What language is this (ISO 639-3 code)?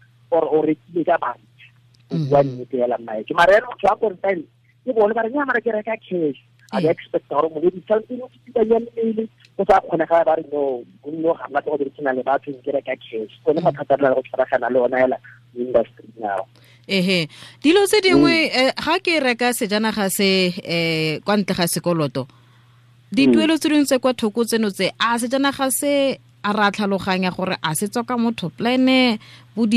tsn